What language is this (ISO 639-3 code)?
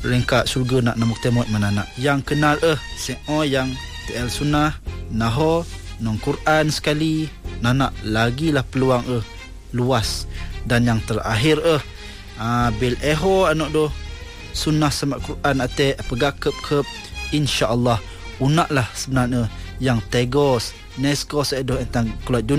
msa